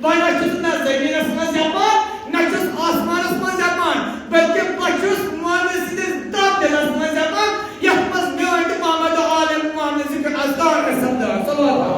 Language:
Kashmiri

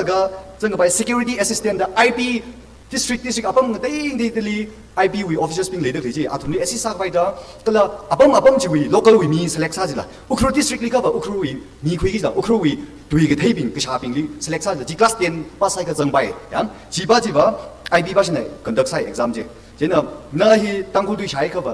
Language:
Tangkhul Naga (India)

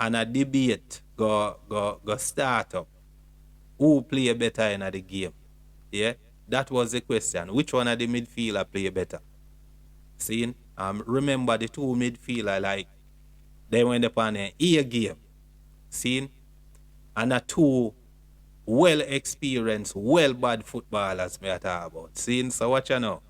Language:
Jamaican Creole English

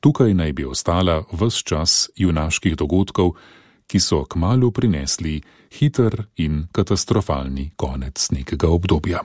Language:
Slovenian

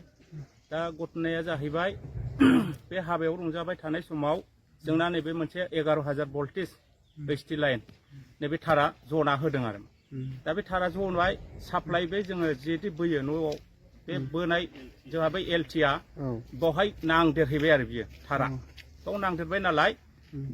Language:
Bodo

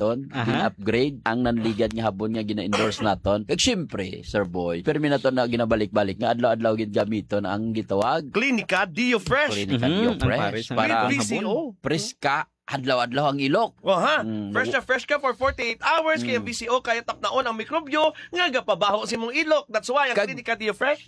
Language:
Hiligaynon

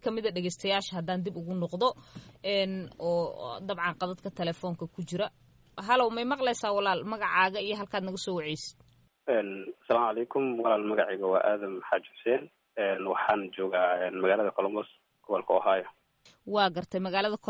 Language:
Somali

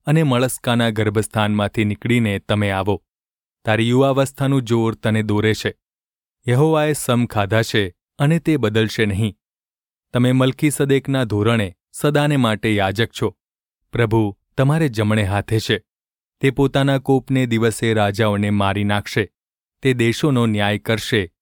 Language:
Gujarati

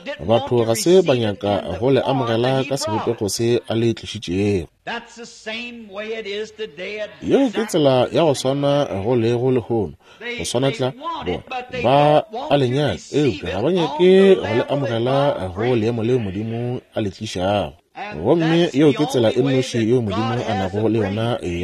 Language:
Northern Sotho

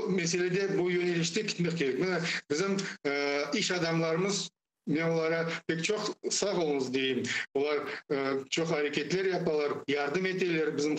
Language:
Crimean Tatar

